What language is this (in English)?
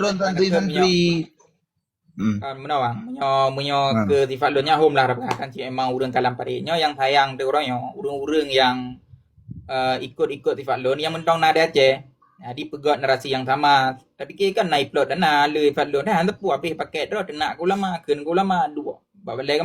Achinese